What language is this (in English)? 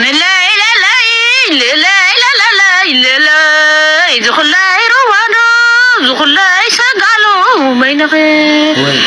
Tigrinya